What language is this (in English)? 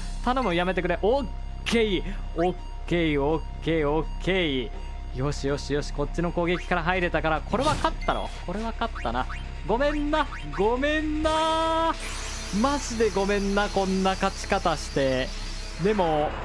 Japanese